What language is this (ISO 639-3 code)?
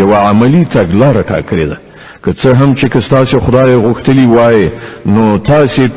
pus